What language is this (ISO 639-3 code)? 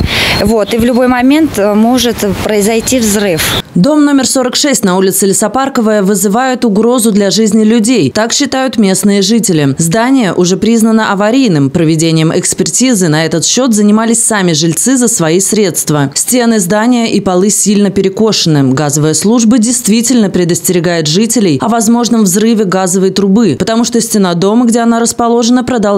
rus